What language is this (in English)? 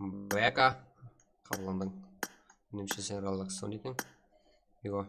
Kara-Kalpak